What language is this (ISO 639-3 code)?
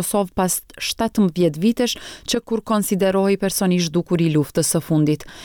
sqi